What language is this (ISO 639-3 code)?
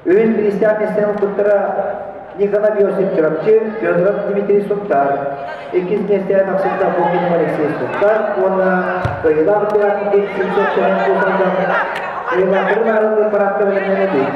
sah